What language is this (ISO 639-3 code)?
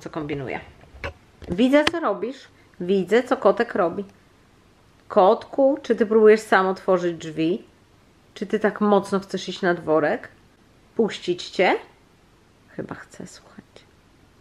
pol